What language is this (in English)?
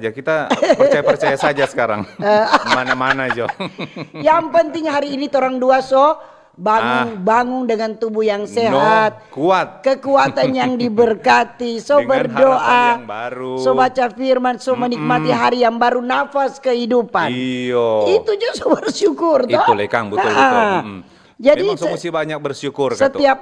Manado Malay